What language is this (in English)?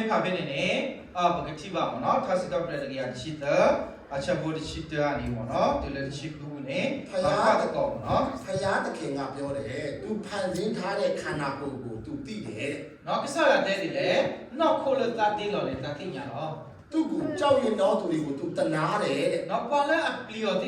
S'gaw Karen